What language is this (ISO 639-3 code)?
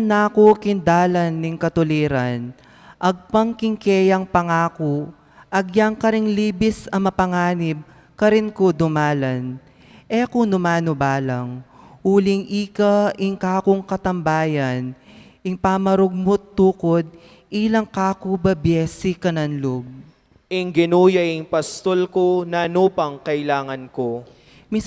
pam